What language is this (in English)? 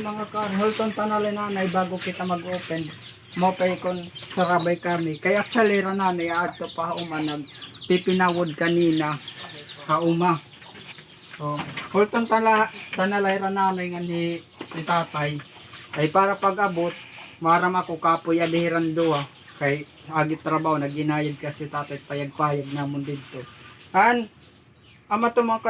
Waray